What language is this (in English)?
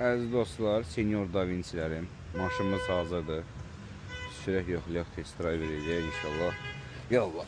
Azerbaijani